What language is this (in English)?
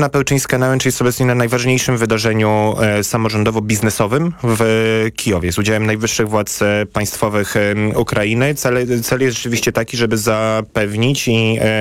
Polish